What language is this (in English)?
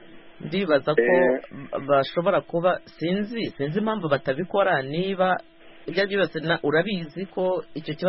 Kinyarwanda